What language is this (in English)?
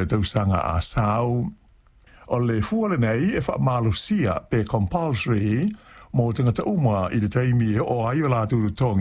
Samoan